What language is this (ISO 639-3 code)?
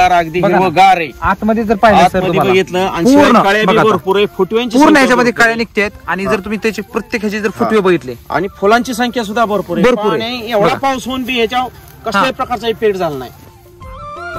mar